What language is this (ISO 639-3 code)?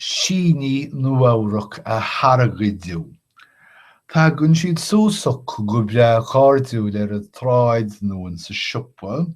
gle